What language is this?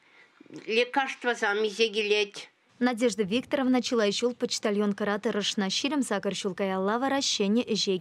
Chuvash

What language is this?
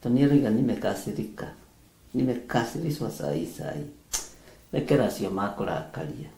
Kikuyu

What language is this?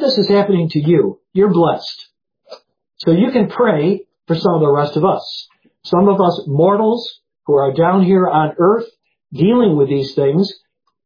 English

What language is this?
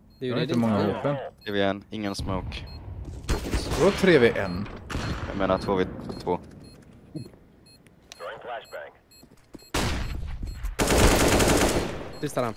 Swedish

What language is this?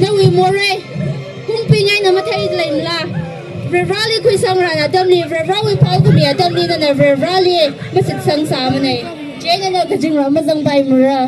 Tangkhul Naga (India)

